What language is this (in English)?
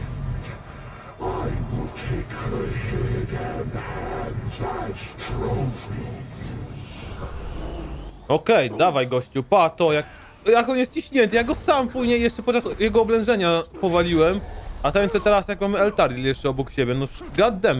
Polish